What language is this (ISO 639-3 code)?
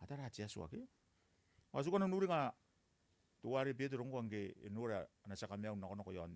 gil